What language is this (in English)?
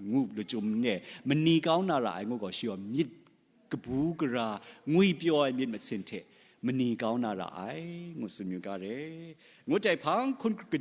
Kachin